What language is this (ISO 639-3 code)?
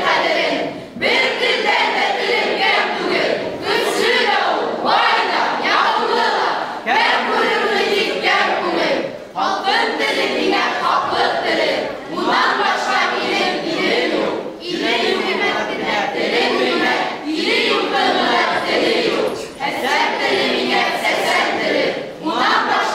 bak